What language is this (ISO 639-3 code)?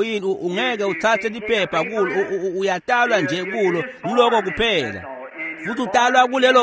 ssw